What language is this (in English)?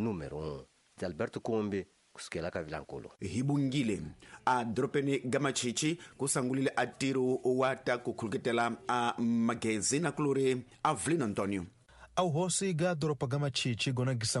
Tsonga